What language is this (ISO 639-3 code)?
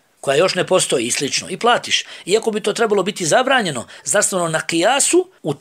bos